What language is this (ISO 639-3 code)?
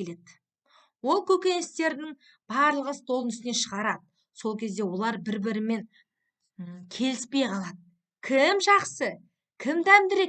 kaz